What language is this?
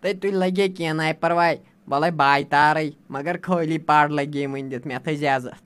Kashmiri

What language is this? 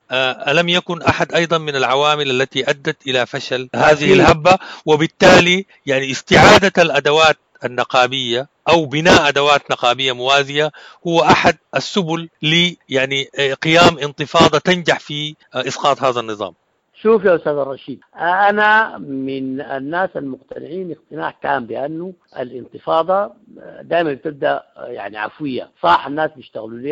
Sudanese Arabic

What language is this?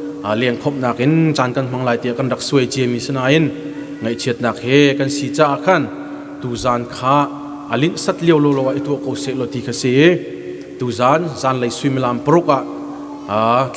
Hakha Chin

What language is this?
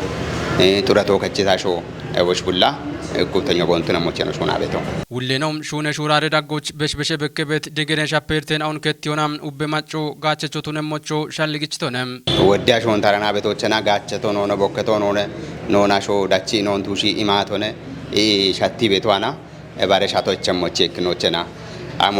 Kafa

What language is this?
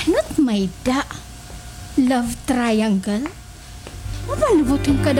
Waray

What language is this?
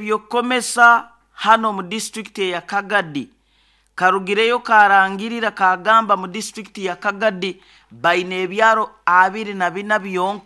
Nyoro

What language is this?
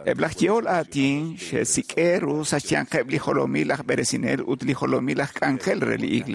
Kekchí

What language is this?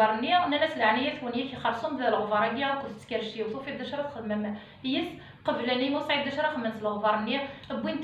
Kabyle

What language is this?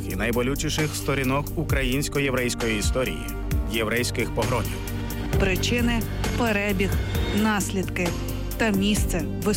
Ukrainian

